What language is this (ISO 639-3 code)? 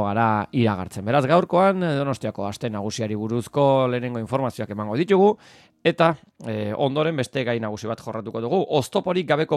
eus